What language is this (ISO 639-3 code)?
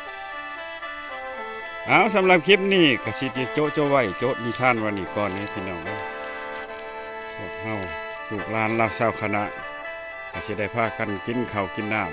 lao